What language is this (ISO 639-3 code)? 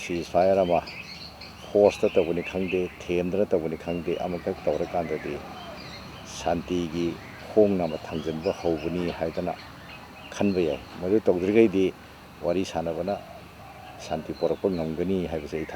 mni